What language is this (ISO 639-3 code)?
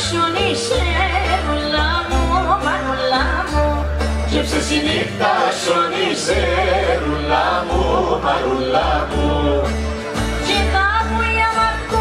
ell